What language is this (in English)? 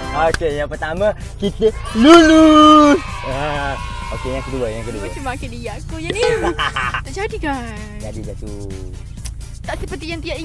Malay